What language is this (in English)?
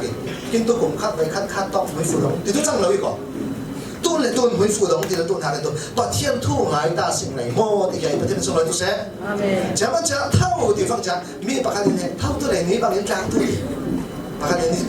Falam Chin